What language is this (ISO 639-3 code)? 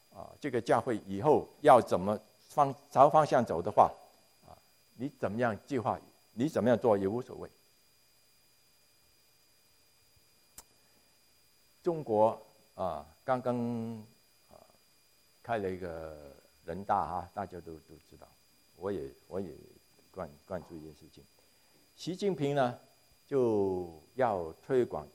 zho